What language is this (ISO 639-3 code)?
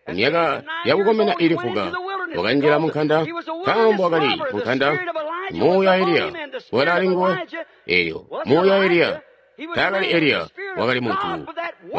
toi